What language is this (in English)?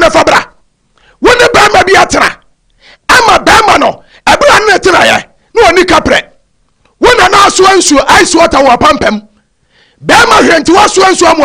Akan